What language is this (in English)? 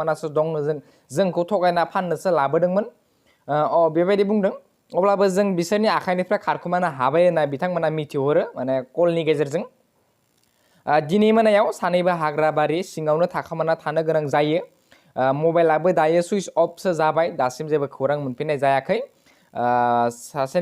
Bodo